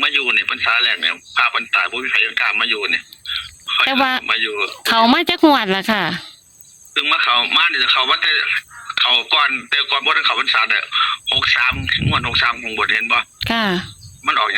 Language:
Northeastern Thai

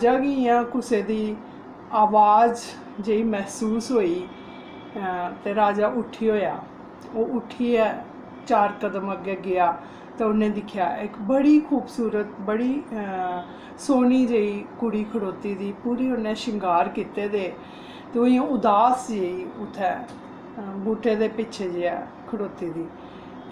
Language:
Dogri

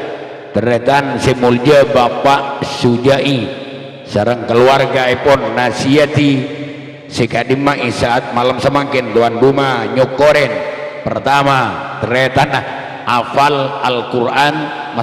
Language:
Madurese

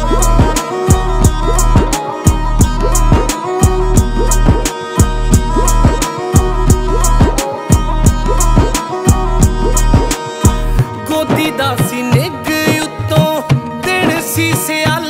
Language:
Punjabi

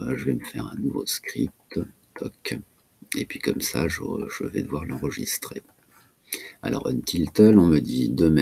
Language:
French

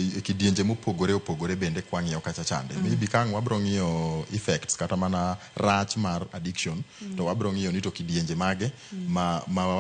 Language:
Luo (Kenya and Tanzania)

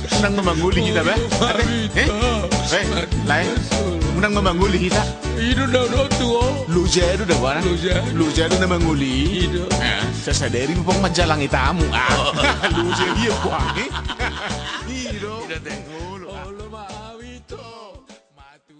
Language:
Batak Toba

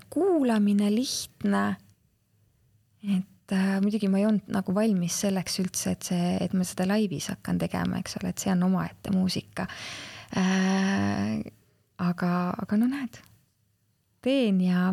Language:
Estonian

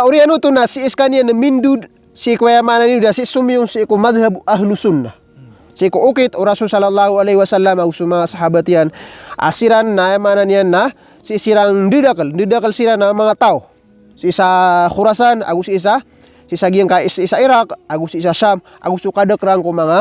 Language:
Maranao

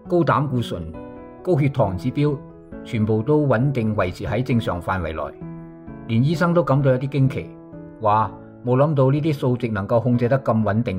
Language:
Cantonese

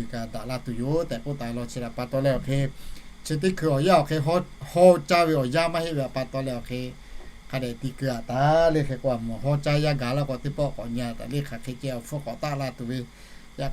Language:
Lahu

